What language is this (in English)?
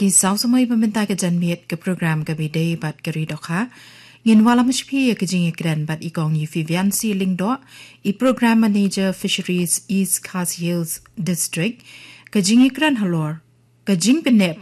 Khasi